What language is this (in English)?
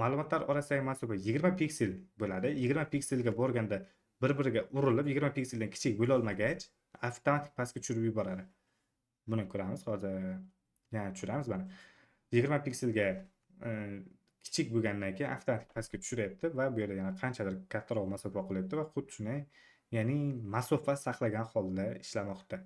Uzbek